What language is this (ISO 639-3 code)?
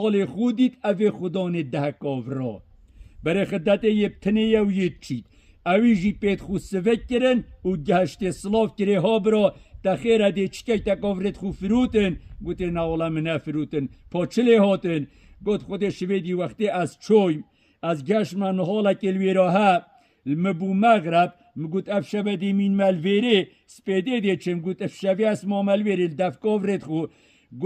kur